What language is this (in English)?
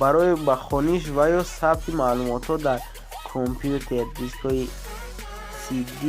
Tajik